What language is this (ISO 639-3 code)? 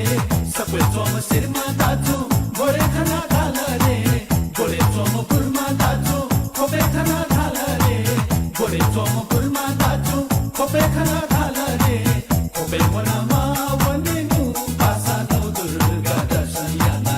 new